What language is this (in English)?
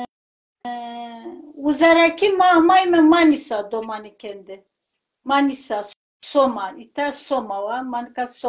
Zaza